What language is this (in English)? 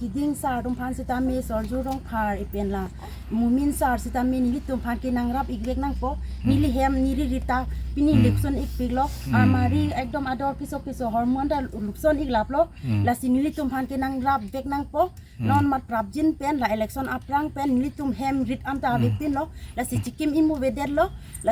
Karbi